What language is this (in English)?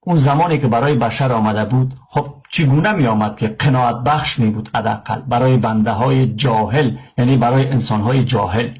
Persian